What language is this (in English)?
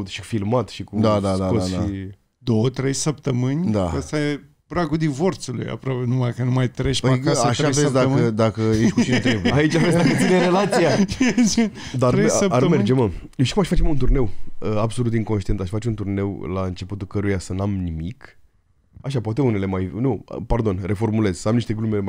Romanian